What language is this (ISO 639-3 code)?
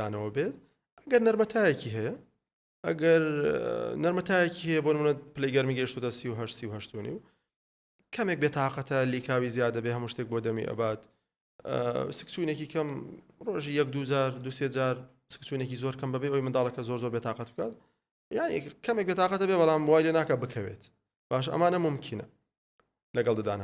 ckb